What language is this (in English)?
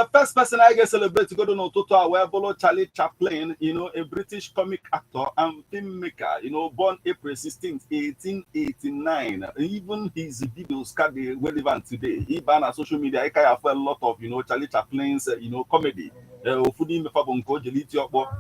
Igbo